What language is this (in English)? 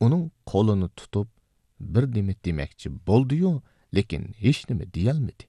Uyghur